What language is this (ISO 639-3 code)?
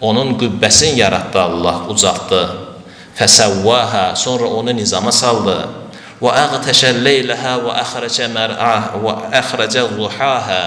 aze